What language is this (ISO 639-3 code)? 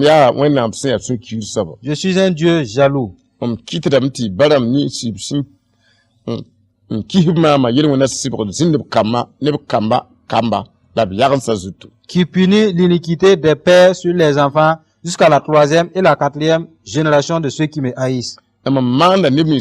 mos